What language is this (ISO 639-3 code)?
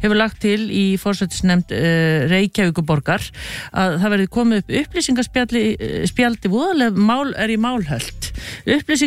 isl